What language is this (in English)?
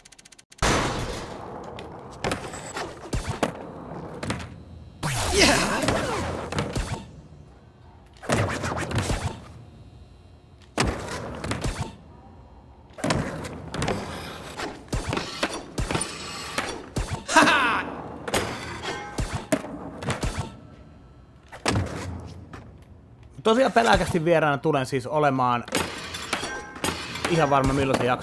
Finnish